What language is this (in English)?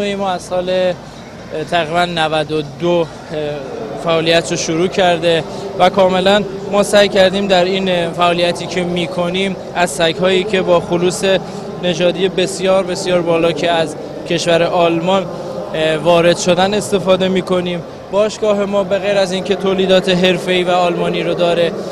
Persian